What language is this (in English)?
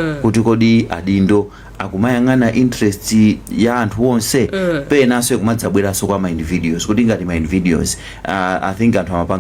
Nyanja